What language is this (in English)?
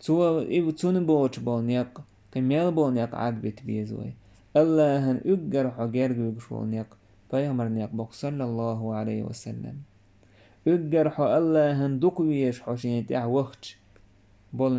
Chechen